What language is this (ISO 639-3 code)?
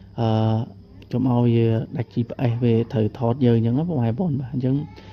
khm